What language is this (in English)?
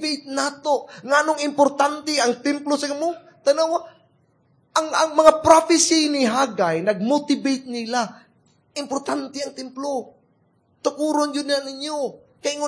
Cebuano